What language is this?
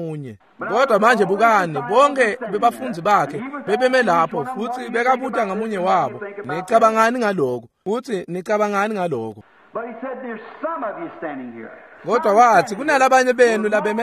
Swati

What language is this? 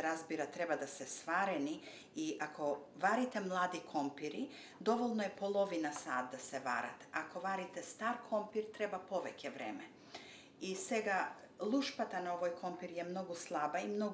Macedonian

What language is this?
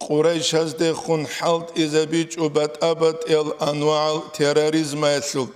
Avaric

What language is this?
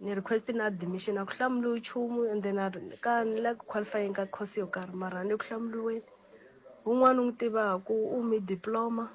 Tsonga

